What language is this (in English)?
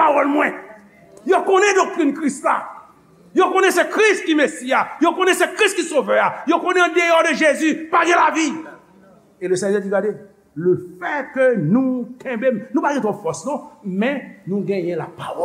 Haitian Creole